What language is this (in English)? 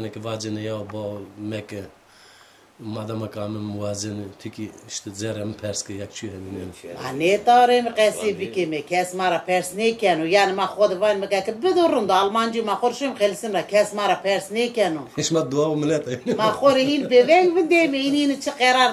Zaza